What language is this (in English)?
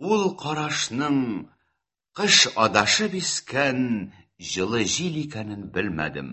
Tatar